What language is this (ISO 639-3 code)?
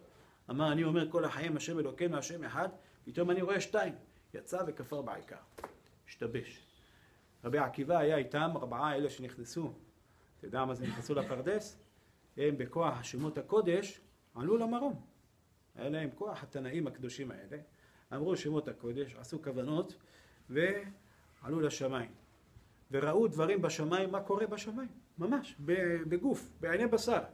heb